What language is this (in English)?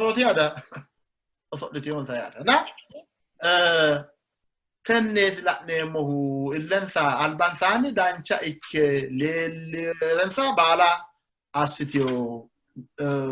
Sidamo